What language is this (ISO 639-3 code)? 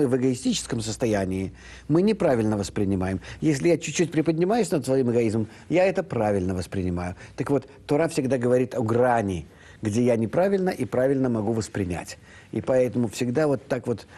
rus